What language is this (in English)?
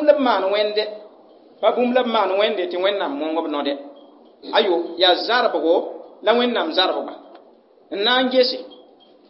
Mossi